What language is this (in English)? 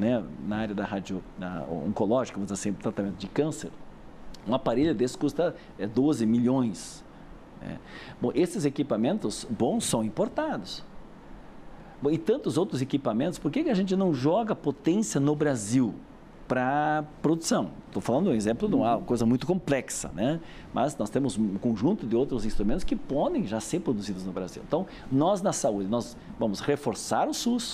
Portuguese